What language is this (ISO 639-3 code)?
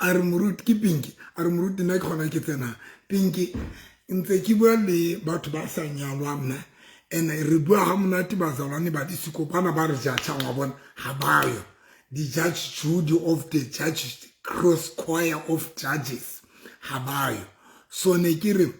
sot